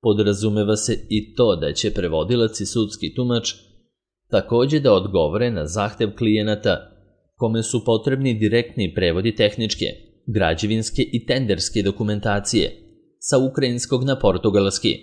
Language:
Serbian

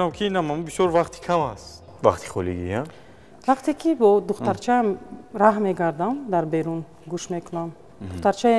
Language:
Tajik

